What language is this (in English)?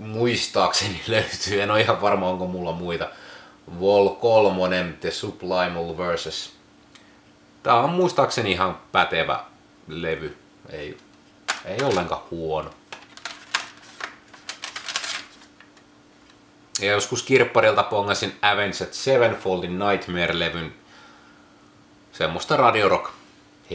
Finnish